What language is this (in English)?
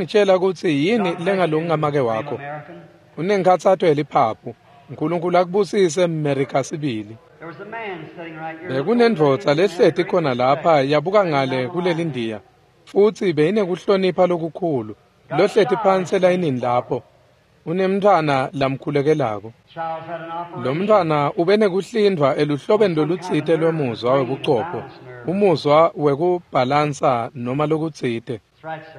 Swati